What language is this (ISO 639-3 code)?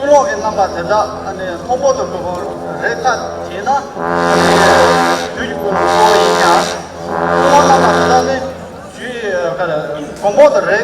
bod